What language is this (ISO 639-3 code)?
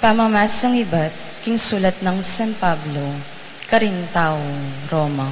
pam